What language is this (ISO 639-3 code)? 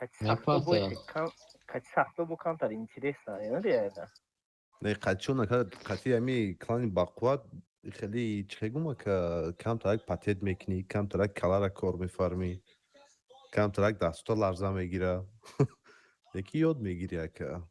tgk